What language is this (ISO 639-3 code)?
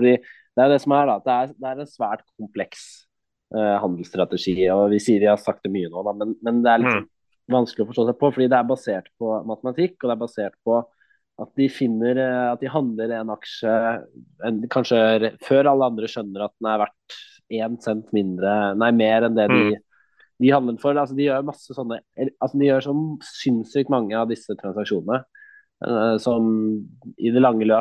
nor